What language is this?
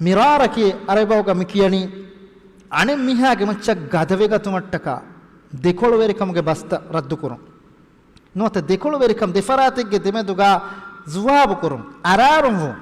Divehi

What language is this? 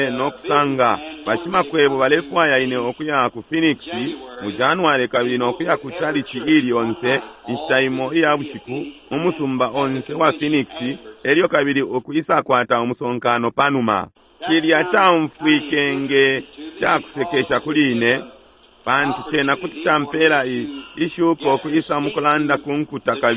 Bemba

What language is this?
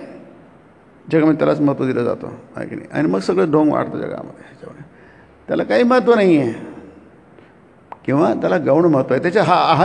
Marathi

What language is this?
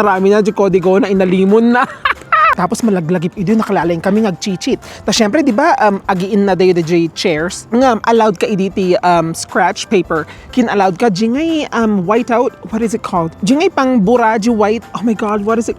Iloko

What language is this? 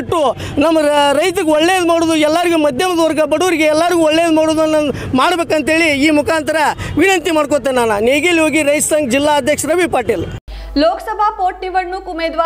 Kannada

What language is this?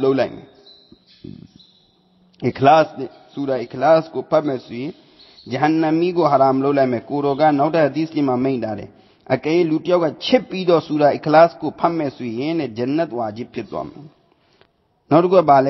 Burmese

